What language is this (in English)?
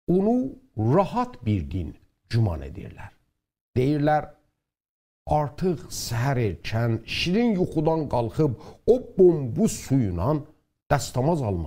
South Azerbaijani